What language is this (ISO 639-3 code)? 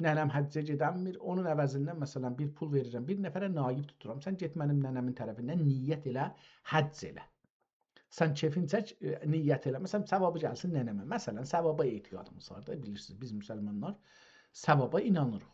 azb